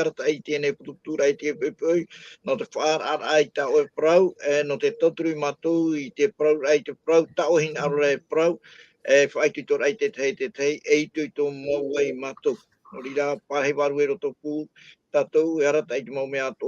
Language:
Tahitian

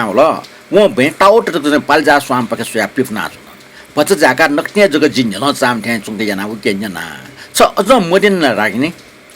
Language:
Newari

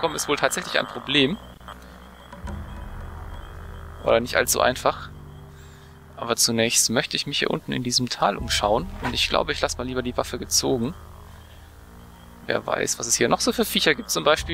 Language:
German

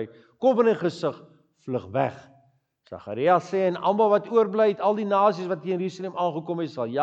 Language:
Afrikaans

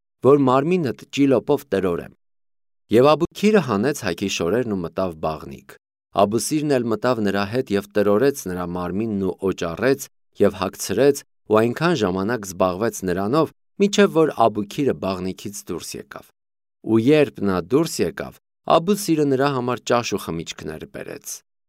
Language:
Armenian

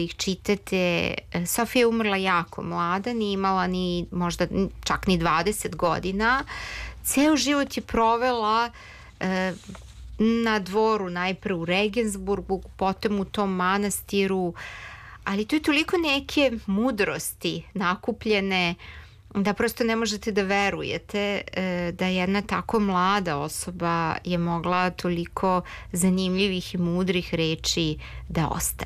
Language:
Serbian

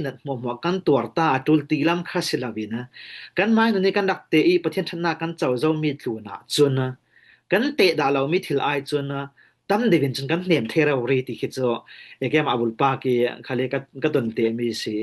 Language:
Falam Chin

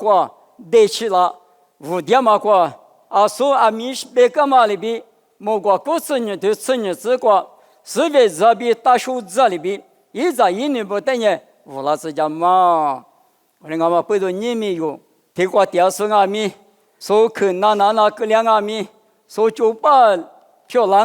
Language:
Lisu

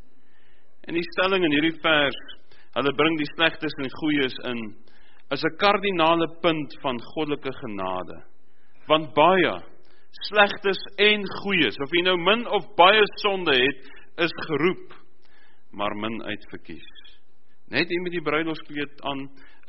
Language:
Afrikaans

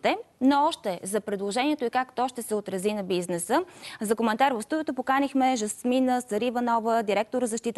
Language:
Bulgarian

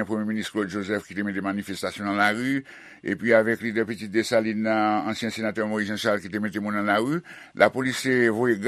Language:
Haitian Creole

